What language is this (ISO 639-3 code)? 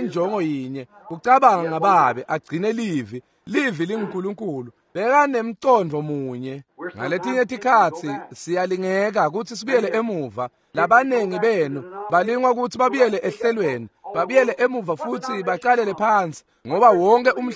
ssw